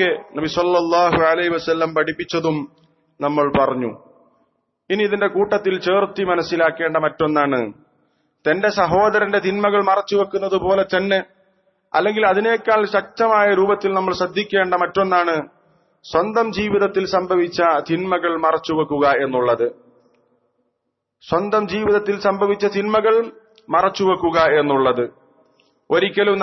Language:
Malayalam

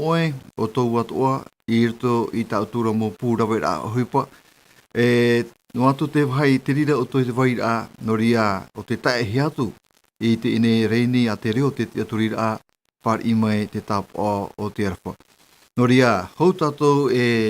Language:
Tahitian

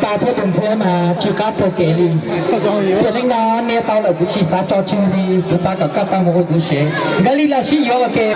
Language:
Hmong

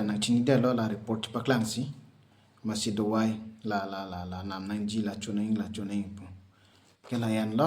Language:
Karbi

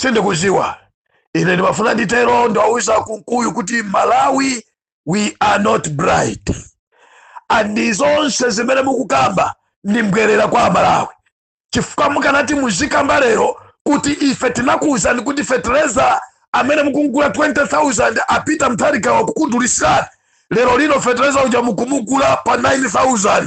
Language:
Nyanja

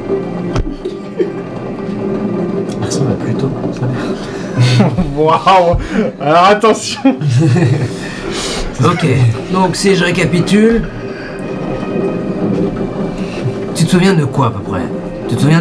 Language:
French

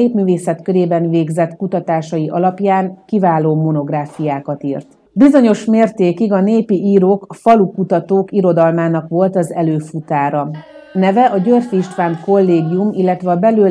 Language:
Hungarian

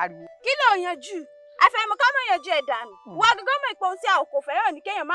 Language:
Yoruba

